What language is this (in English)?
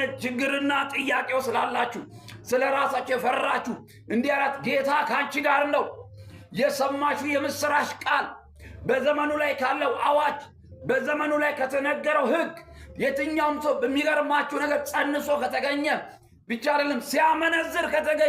Amharic